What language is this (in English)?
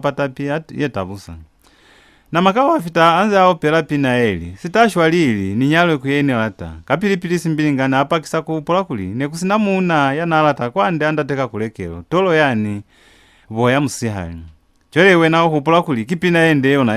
Lozi